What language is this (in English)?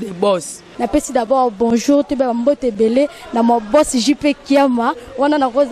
Lingala